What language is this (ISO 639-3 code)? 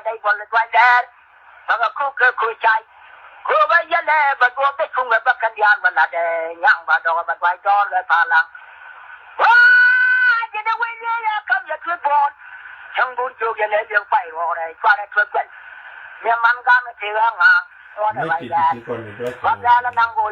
nus